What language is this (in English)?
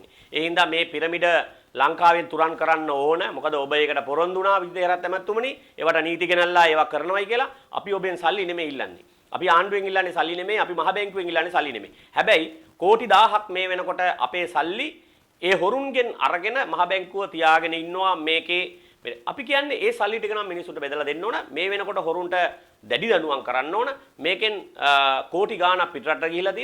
Sinhala